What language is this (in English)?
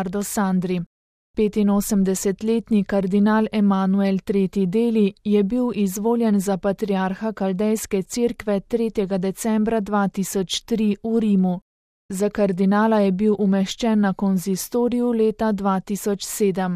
Slovenian